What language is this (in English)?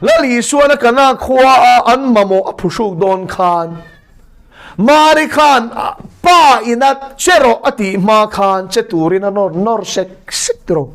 Mizo